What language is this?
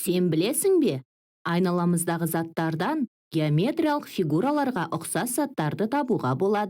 Kazakh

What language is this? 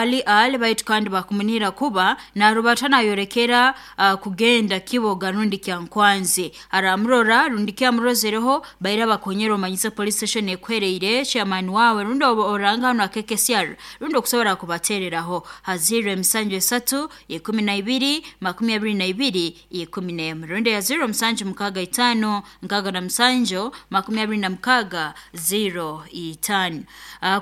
Nyoro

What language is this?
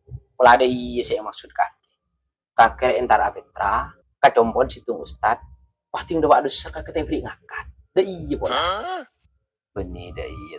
Madurese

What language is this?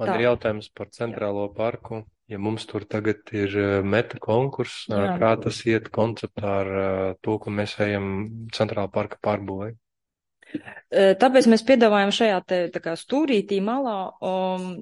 Latvian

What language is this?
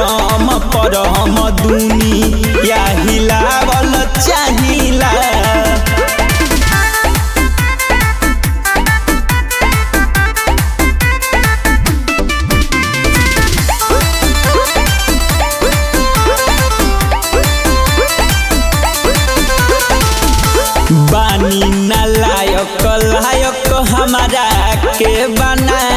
Bhojpuri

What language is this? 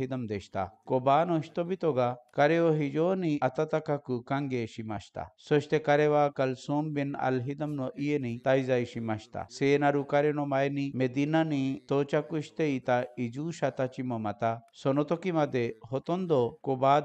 Japanese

